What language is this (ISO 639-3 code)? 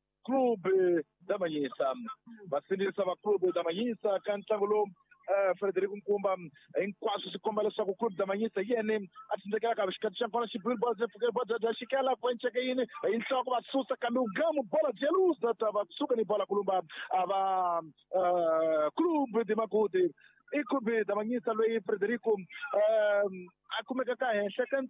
tso